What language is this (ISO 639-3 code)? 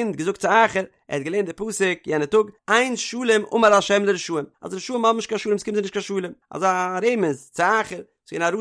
yid